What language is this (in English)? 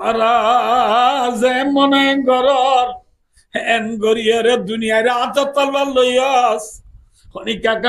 Rohingya